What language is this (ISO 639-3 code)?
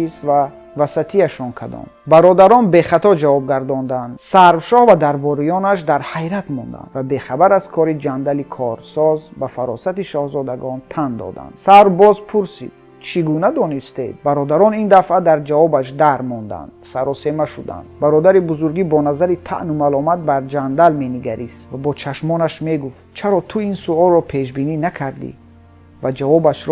tgk